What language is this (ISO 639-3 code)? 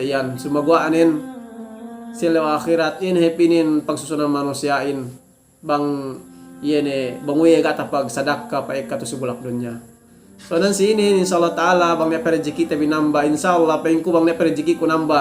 yka